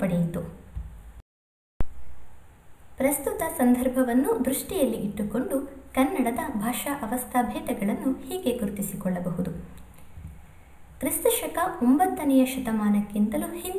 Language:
Kannada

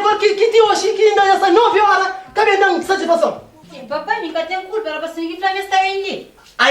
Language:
Kabuverdianu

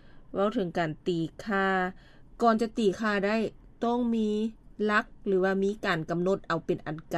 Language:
Lao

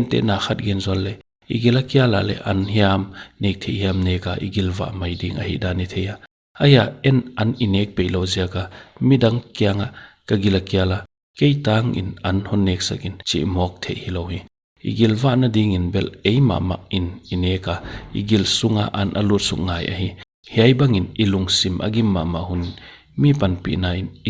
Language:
Paite Chin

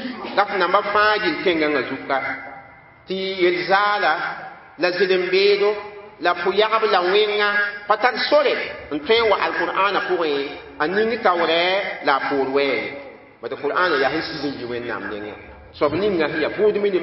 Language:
Mossi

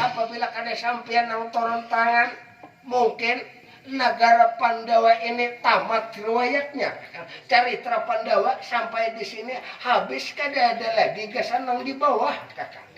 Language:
Banjar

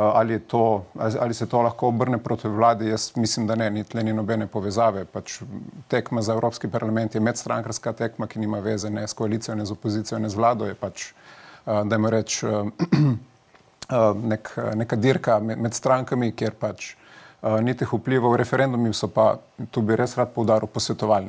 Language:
Slovenian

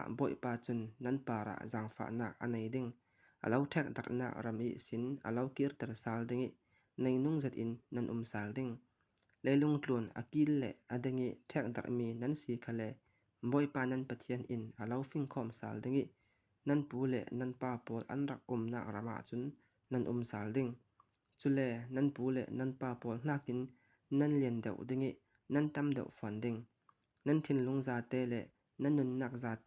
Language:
Falam Chin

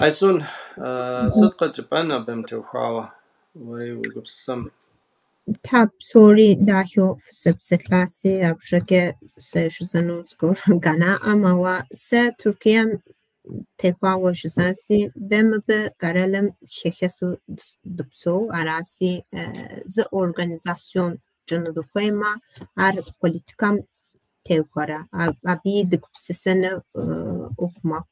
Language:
Kabardian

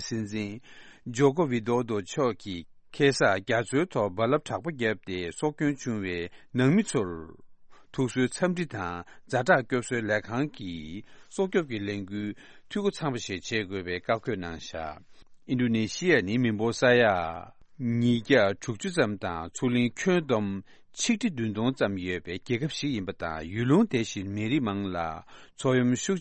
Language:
Tibetan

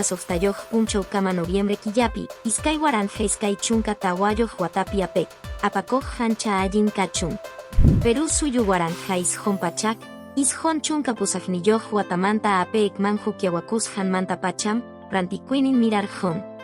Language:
Quechua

